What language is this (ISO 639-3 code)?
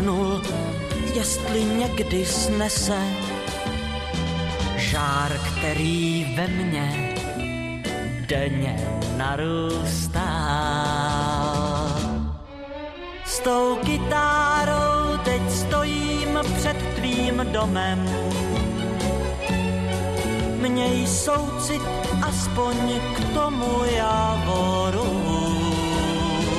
ces